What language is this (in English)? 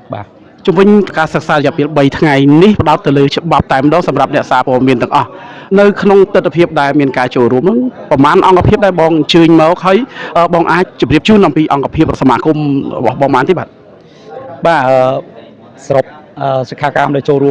Khmer